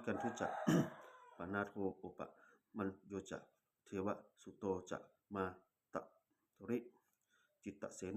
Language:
Pali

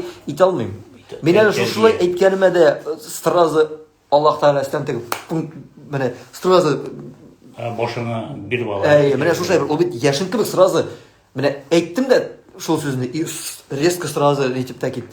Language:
Tatar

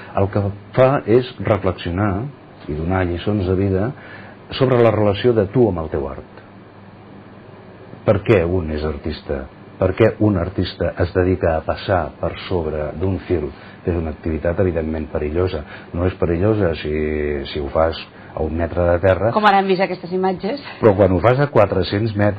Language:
Catalan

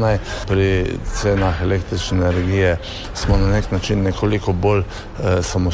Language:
Slovenian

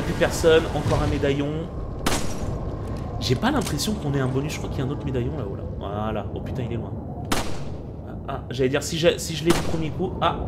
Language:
French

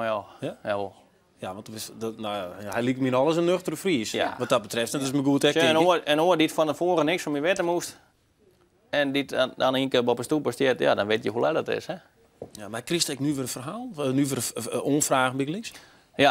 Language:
Western Frisian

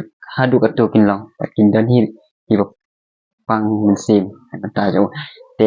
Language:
Khasi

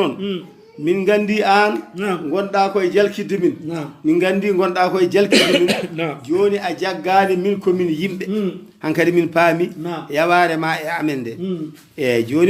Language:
Fula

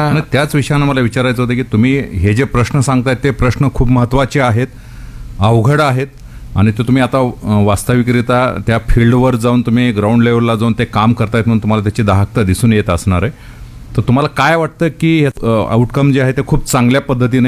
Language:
Marathi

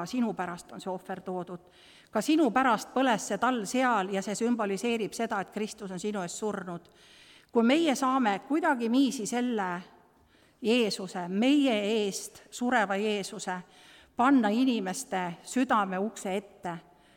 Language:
Estonian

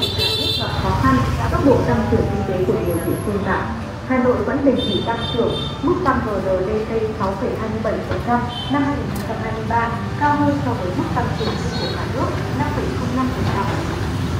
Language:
Vietnamese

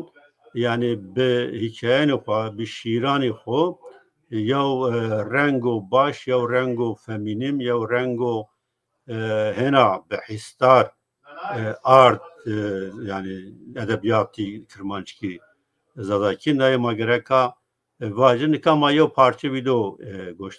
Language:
Zaza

